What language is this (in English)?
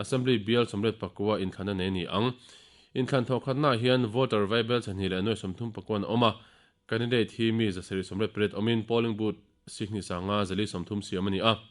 Mizo